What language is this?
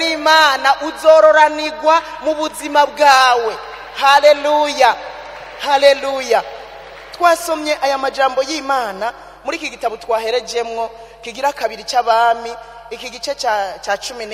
Rundi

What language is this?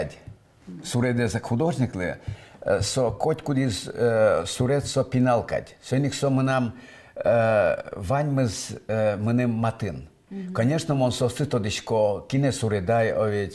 Udmurt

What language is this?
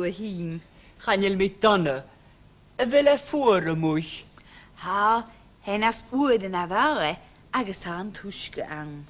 Scottish Gaelic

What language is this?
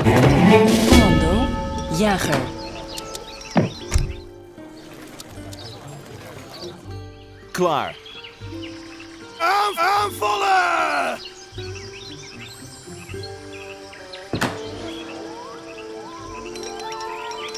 Dutch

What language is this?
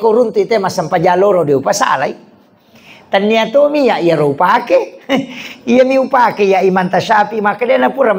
Buginese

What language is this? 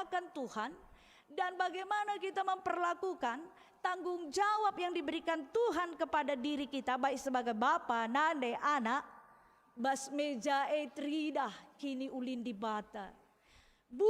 Batak Karo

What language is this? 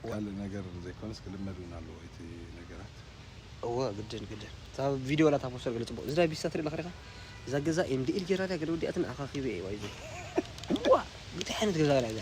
Tigrinya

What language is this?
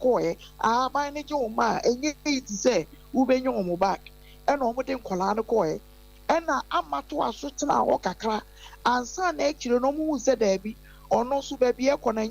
Akan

